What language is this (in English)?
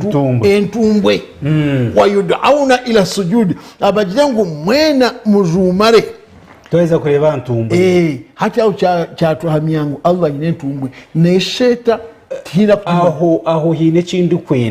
Nyankole